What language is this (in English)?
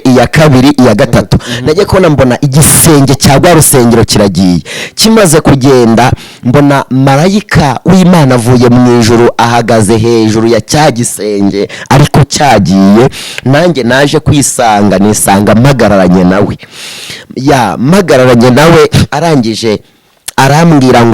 Kinyarwanda